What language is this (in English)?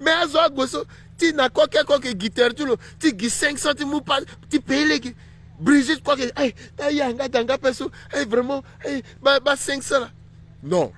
Sango